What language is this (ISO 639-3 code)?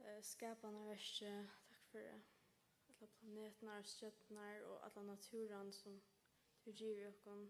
fao